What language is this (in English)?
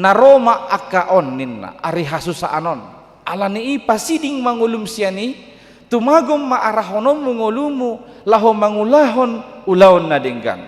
Batak Toba